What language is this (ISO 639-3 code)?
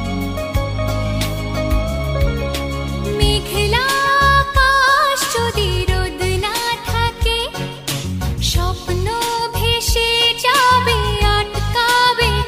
ben